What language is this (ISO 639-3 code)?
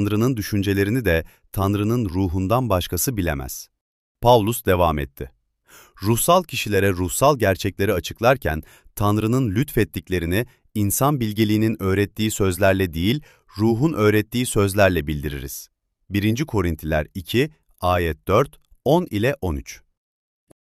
tur